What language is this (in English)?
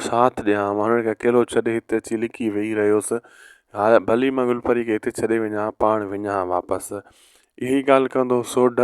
Sindhi